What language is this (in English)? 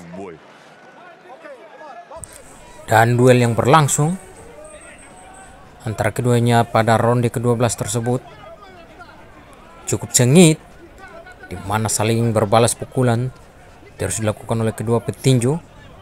Indonesian